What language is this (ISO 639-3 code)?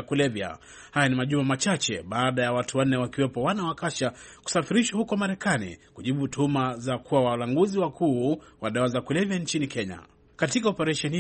swa